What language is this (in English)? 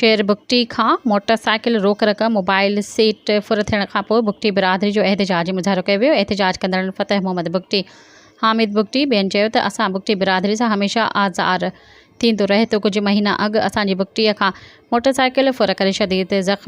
Sindhi